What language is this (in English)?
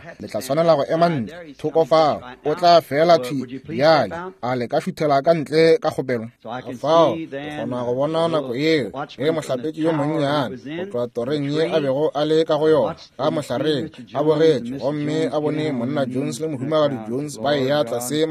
Northern Sotho